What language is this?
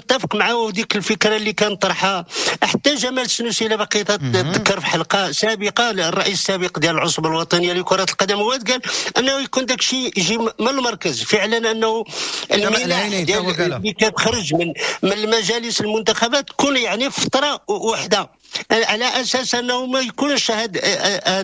Moroccan Arabic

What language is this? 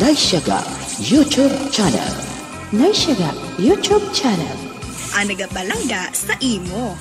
Hiligaynon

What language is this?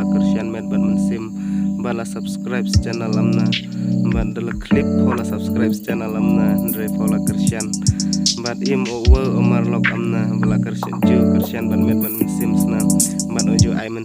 Khasi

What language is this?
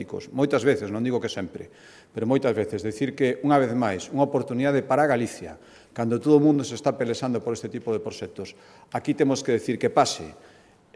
Galician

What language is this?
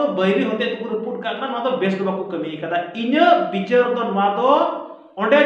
Santali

